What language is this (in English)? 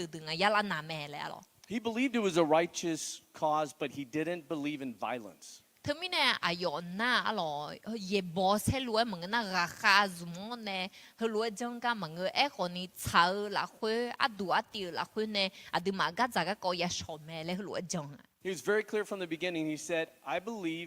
Akha